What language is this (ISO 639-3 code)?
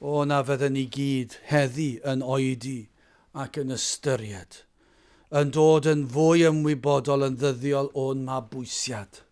cym